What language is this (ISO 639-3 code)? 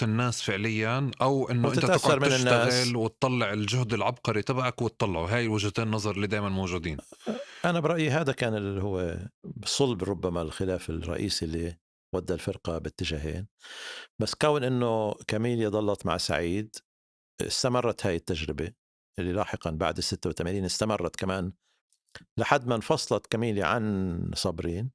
apc